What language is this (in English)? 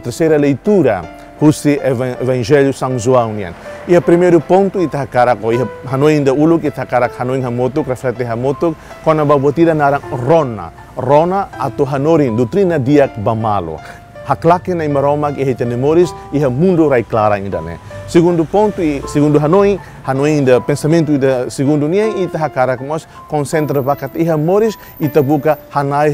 Tetum